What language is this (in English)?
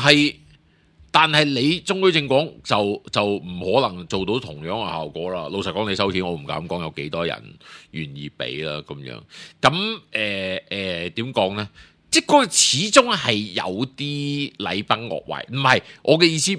Cantonese